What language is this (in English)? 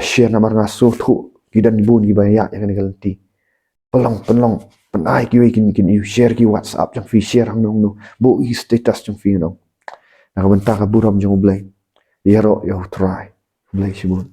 Khasi